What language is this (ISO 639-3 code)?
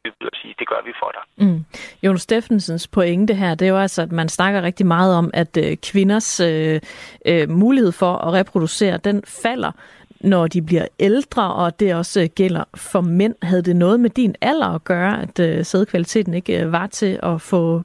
dan